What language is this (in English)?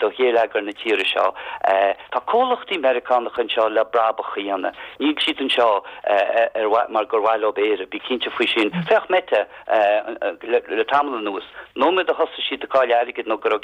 Irish